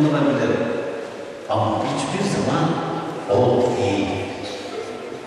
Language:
Turkish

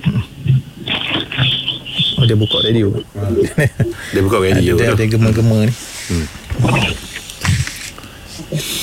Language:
Malay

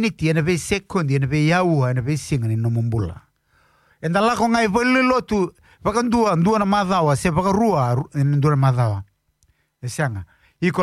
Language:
Fijian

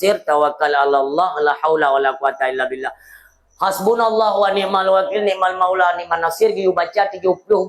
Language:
Achinese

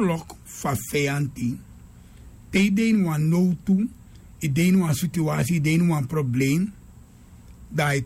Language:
Sranan Tongo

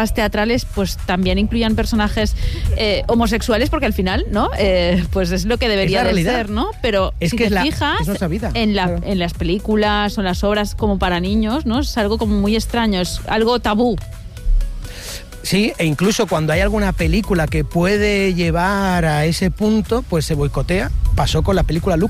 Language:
Spanish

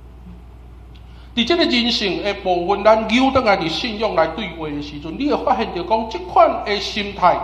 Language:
Min Nan Chinese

